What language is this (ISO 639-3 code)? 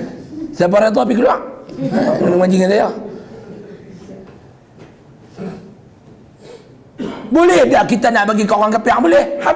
msa